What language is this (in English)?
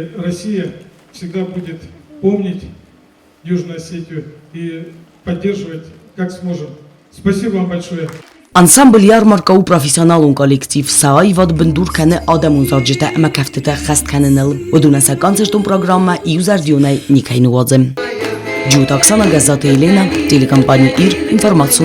Ossetic